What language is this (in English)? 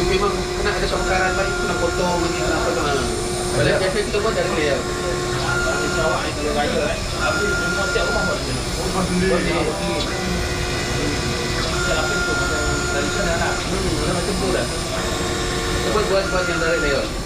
Malay